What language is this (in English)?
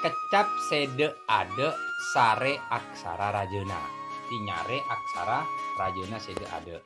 Madurese